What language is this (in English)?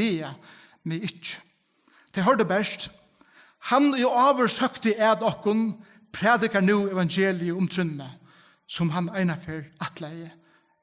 Faroese